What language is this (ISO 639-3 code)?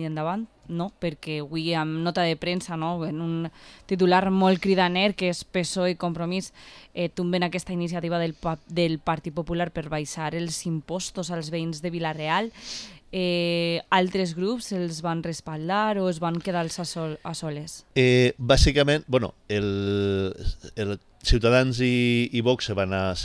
cat